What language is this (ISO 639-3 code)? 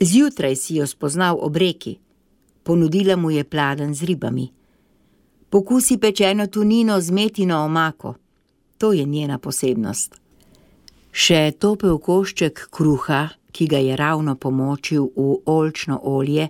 slv